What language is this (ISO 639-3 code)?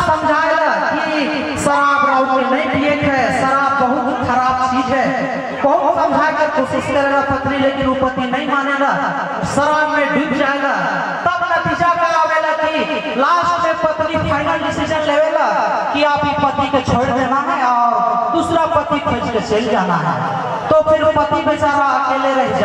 sck